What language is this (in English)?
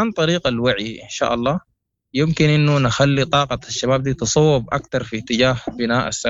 Sudanese Arabic